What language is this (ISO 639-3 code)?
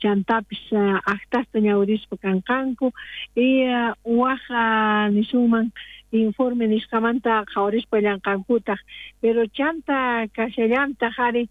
quh